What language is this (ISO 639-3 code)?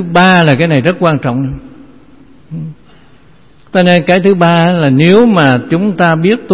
vie